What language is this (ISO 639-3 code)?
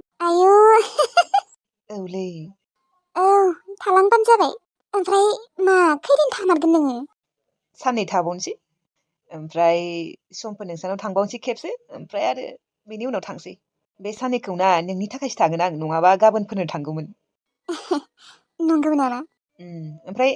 brx